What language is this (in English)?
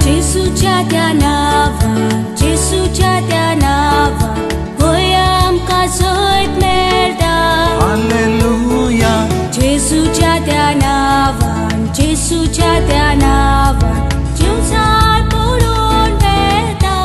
Konkani